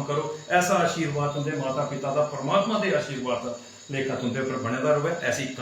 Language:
Dogri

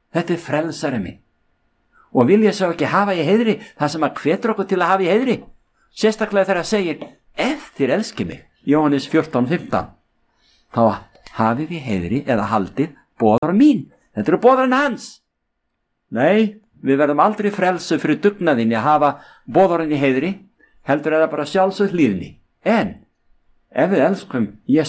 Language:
Icelandic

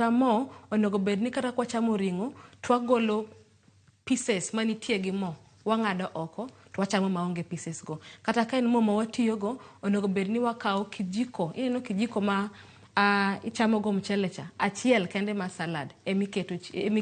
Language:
Luo (Kenya and Tanzania)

